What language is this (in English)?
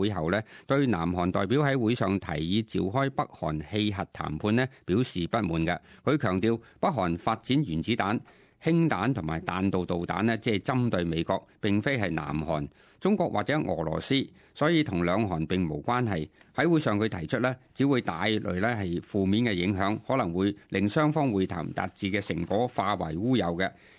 Cantonese